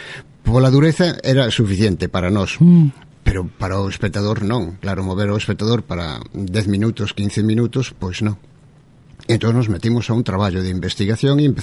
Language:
Galician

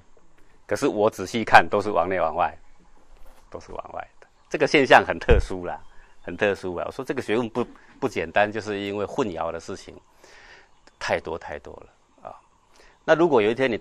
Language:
Chinese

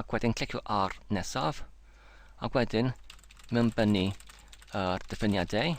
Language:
Welsh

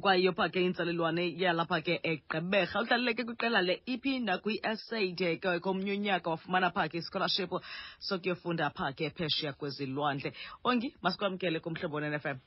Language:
Xhosa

